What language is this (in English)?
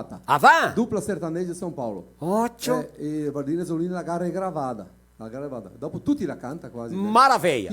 Venetian